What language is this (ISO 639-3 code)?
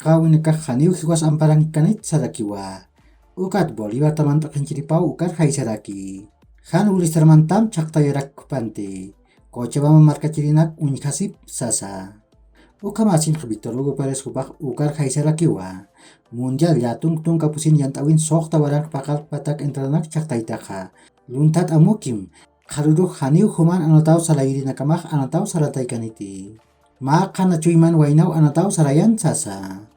aym